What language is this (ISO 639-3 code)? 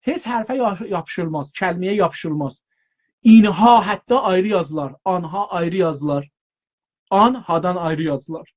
azb